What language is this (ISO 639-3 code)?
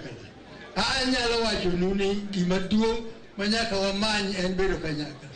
luo